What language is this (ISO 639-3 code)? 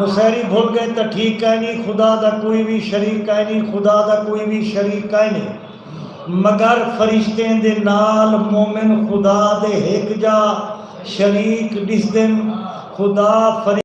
skr